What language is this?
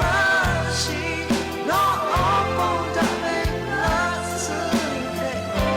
Lahu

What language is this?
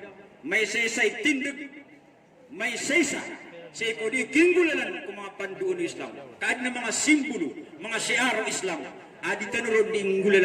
Maranao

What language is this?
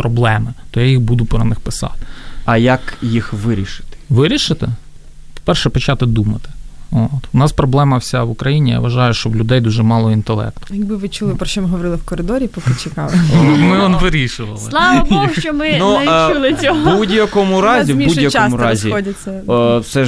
Ukrainian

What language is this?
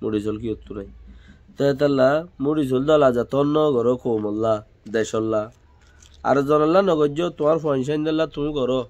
Rohingya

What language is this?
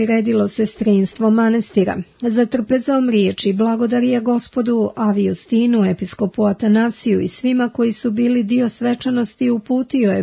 Serbian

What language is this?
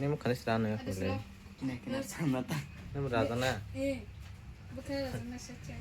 Kok Borok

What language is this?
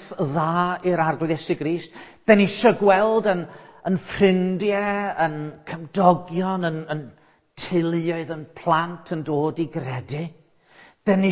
Welsh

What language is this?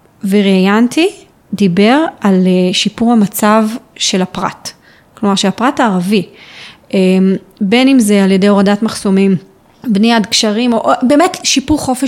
Hebrew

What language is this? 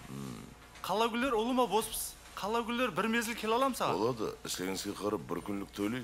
Kara-Kalpak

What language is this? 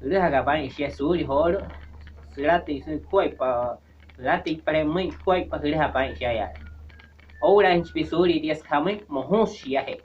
Wayuu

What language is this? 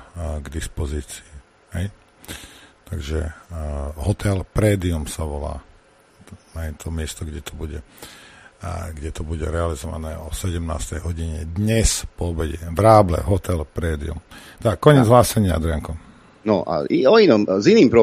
Slovak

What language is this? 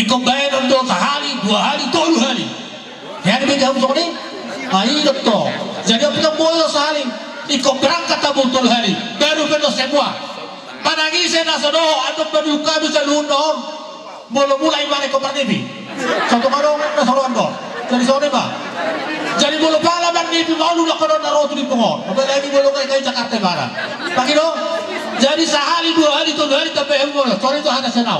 Batak Toba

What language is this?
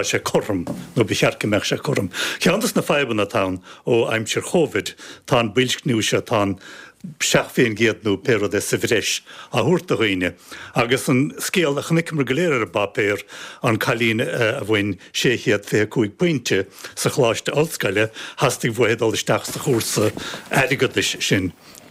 Irish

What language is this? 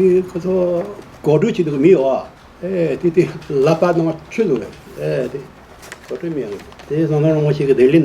Tibetan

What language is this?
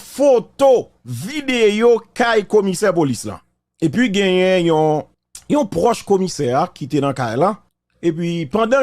Haitian Creole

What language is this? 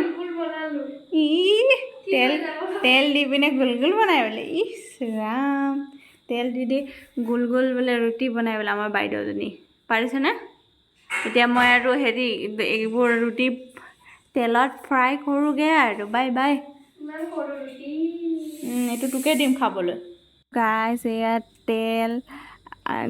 Assamese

